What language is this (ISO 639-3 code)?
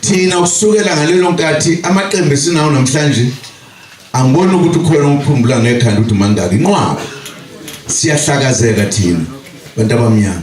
zul